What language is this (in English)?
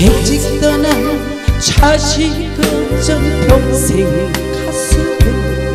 Korean